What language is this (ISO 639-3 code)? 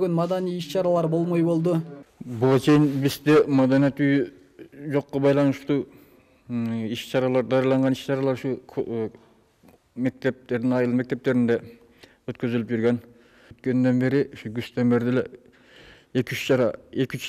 kir